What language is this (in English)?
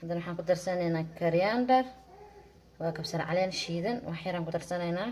Somali